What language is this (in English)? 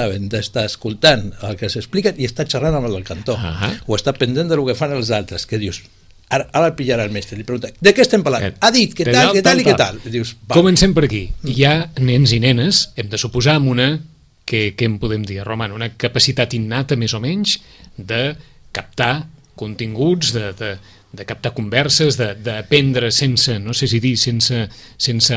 Catalan